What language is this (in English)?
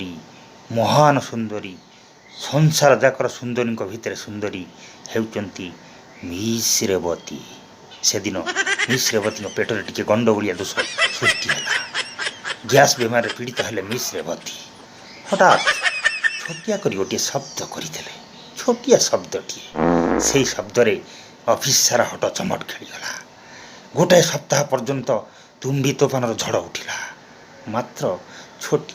Odia